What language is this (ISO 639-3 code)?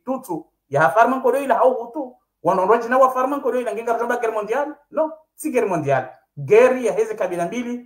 swa